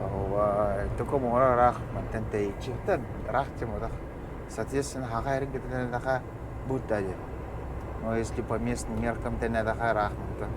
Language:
Yakut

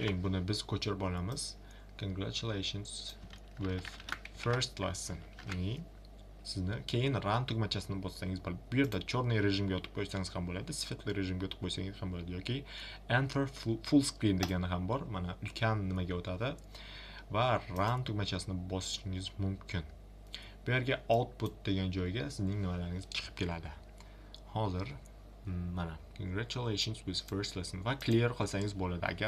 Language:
Uzbek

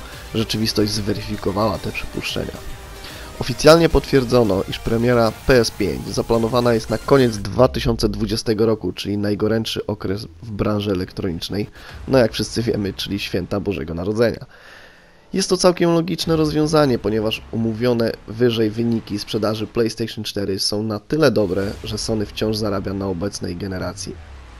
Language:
Polish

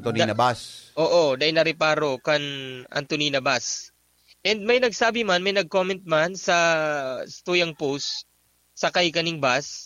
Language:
Bikol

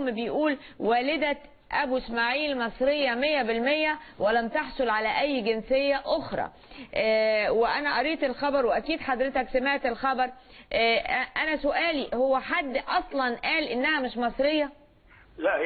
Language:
Egyptian Arabic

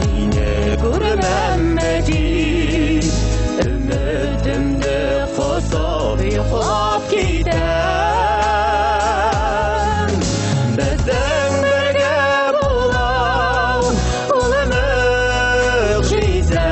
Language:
Bashkir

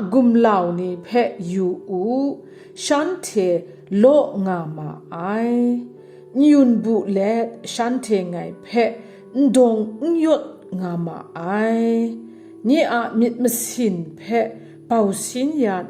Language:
Kachin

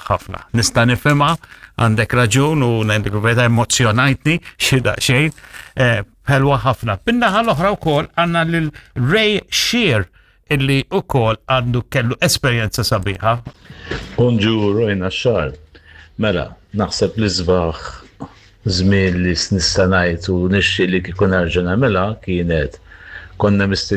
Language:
Maltese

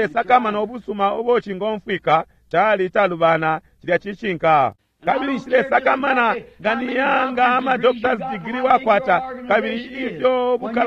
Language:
Bemba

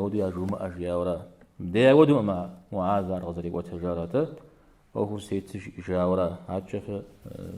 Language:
Kabardian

